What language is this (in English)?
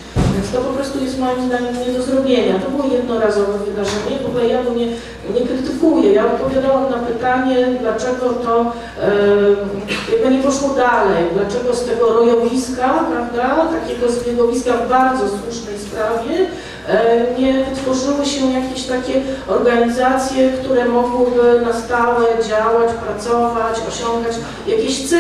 Polish